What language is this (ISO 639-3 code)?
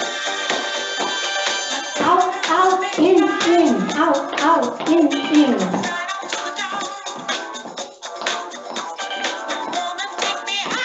eng